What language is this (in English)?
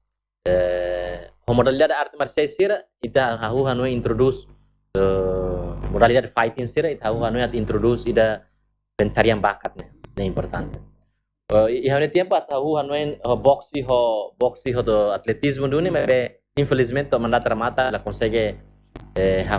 Tetum